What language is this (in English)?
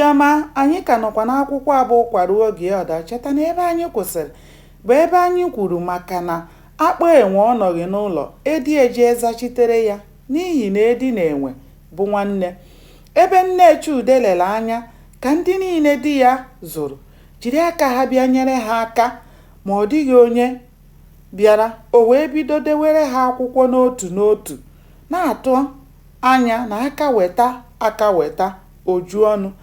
Igbo